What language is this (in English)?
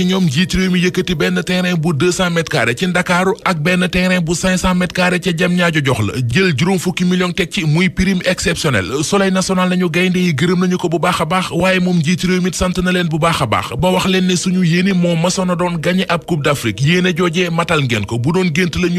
Wolof